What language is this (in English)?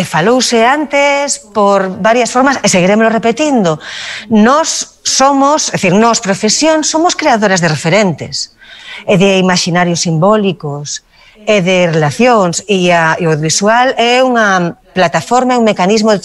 Galician